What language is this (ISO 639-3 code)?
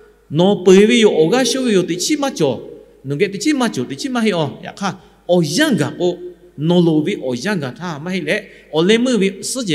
lhu